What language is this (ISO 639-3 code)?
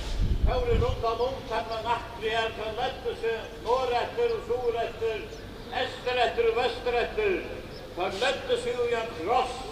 fao